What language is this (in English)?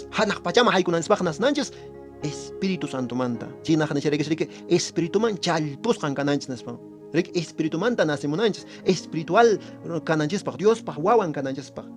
Quechua